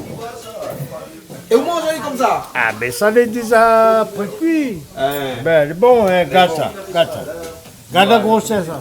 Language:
Réunion Creole French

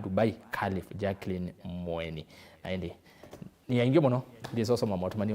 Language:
Kamba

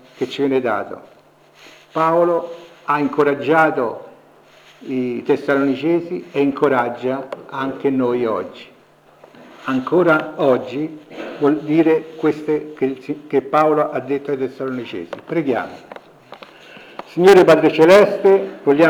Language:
Italian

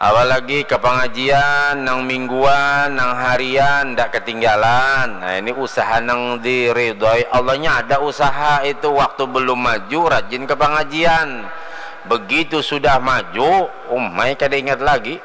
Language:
Banjar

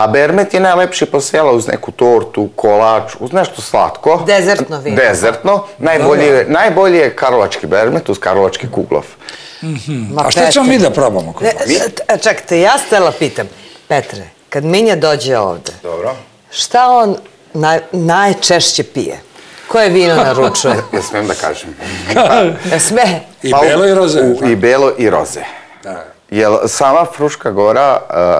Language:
Serbian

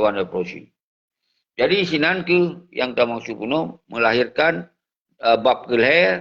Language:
Achinese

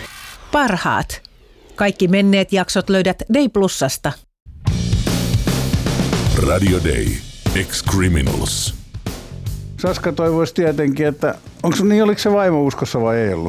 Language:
Finnish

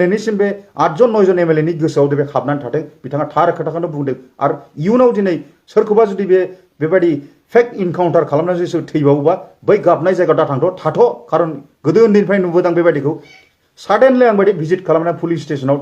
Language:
Bodo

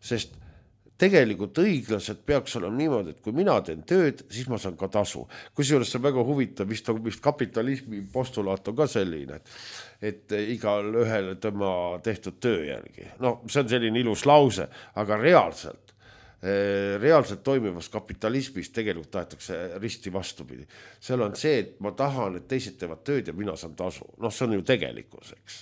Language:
Estonian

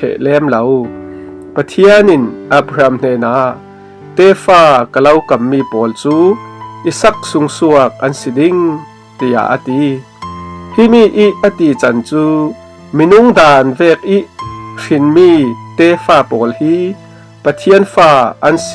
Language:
Falam Chin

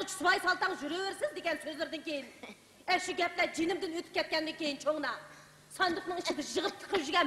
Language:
Uyghur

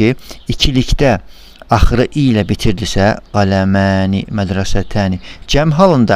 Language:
Azerbaijani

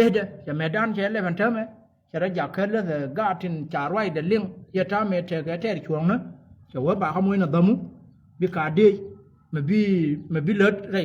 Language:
Nuer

